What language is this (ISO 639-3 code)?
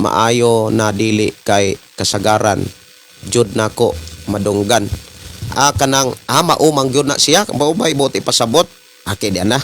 ceb